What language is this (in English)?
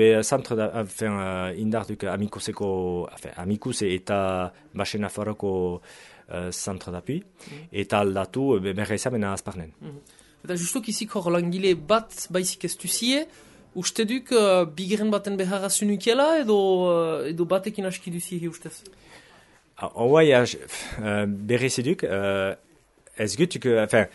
Basque